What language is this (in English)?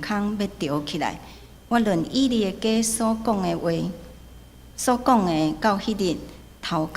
Min Nan Chinese